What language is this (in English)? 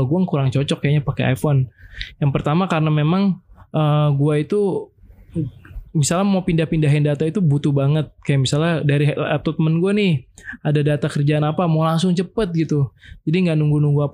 Indonesian